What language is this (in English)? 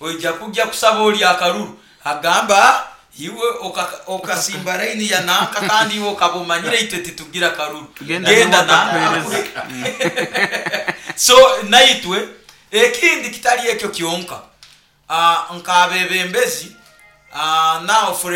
Nyoro